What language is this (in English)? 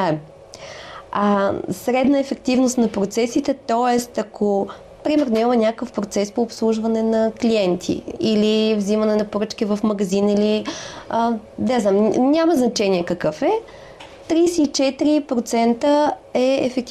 Bulgarian